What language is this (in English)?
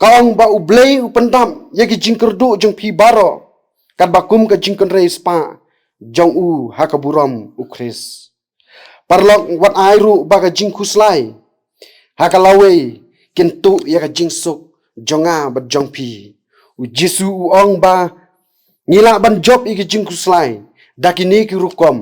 Khasi